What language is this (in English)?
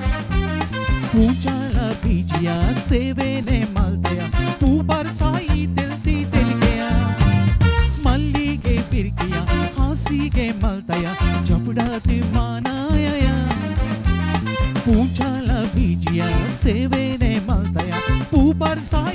Konkani